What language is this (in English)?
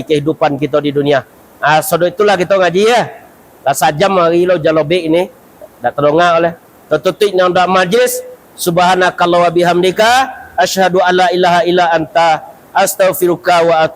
Minangkabau